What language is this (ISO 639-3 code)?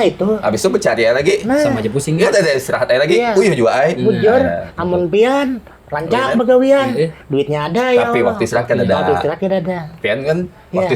bjn